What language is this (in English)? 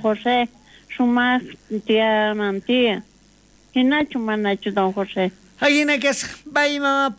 South Bolivian Quechua